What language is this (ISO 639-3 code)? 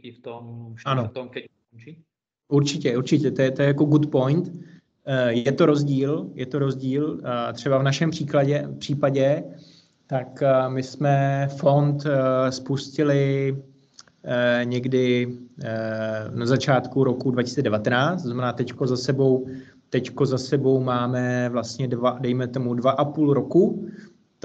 ces